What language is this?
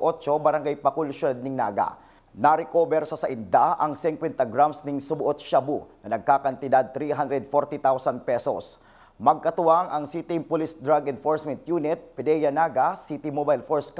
Bikol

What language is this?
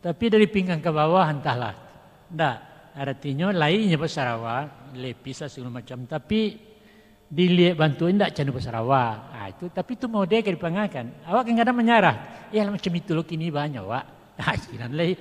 Minangkabau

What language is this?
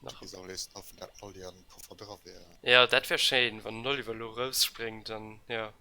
Luxembourgish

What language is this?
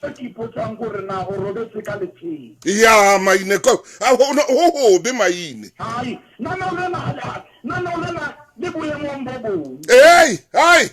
Southern Sotho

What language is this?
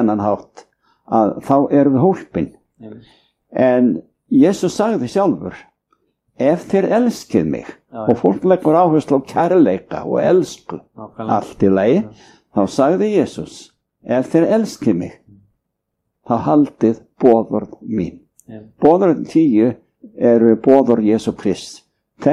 Icelandic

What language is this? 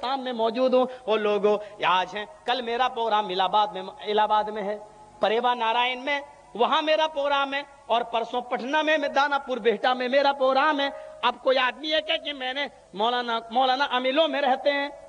Urdu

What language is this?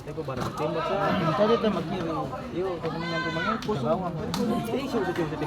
Ambonese Malay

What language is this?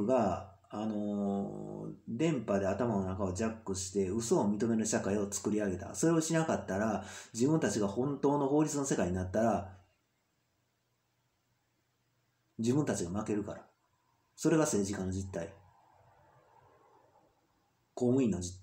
Japanese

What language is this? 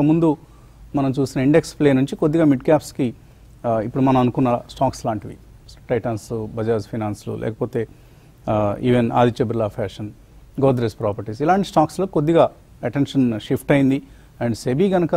Telugu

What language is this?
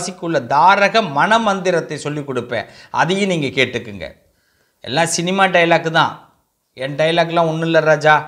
Tamil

